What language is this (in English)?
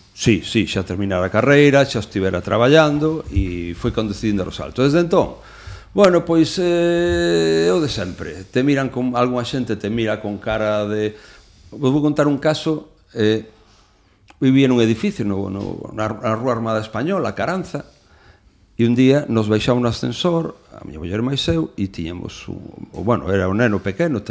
Galician